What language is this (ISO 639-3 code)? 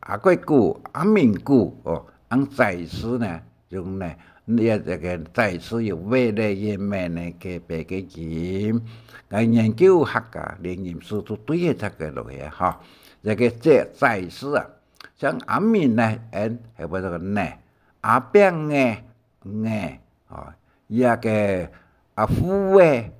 hak